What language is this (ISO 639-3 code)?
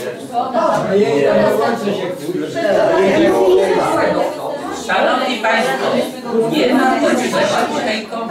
pol